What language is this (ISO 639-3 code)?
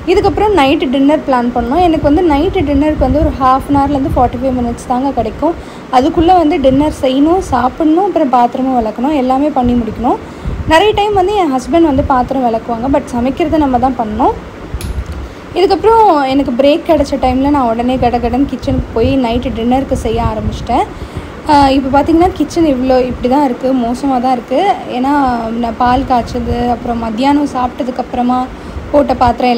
tam